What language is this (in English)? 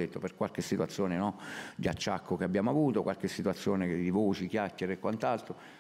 Italian